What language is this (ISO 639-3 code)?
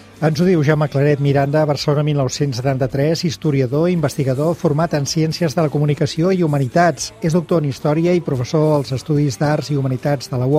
cat